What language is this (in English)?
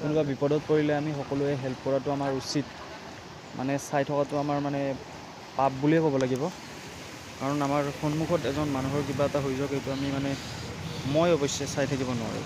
Assamese